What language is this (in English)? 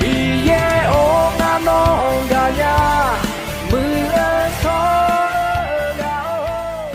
Akha